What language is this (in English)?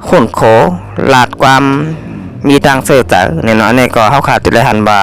Shan